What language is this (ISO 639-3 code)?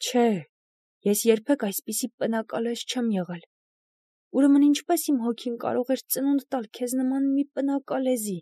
hye